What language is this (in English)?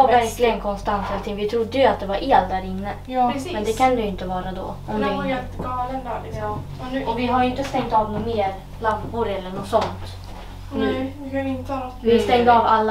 Swedish